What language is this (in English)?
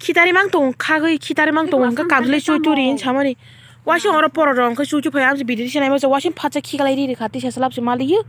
Kok Borok